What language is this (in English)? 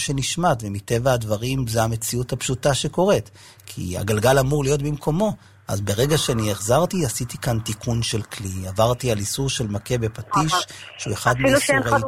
Hebrew